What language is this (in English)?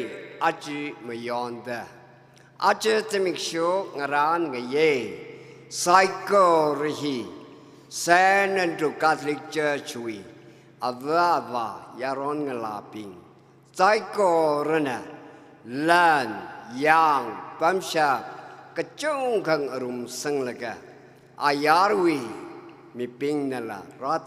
Tangkhul Naga (India)